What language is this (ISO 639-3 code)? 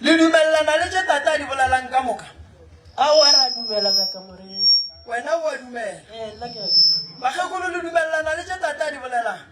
nso